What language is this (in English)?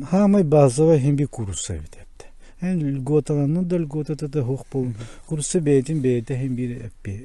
Yakut